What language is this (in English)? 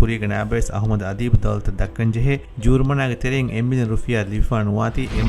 Divehi